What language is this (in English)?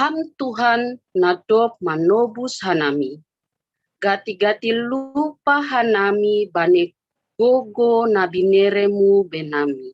Batak Simalungun